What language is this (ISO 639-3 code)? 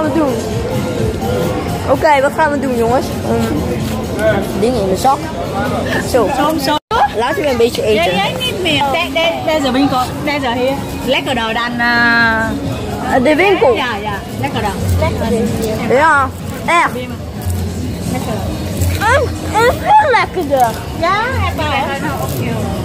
nld